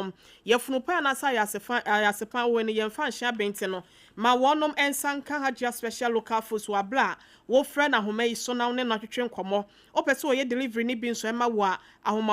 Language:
Akan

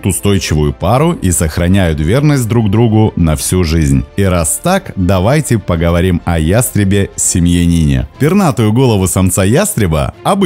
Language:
Russian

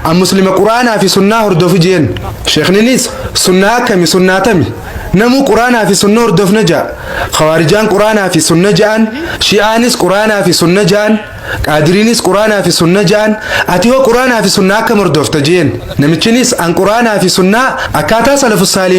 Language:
Oromo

